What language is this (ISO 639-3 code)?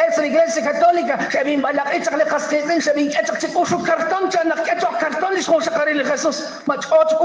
kek